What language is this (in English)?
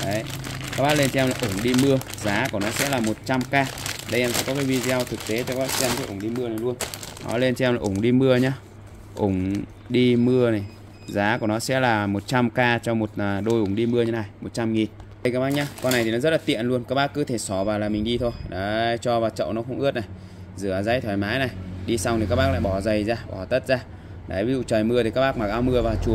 Vietnamese